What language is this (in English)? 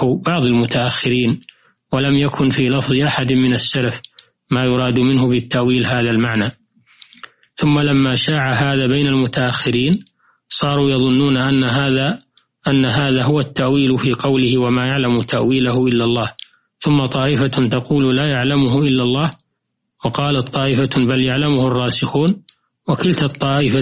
Arabic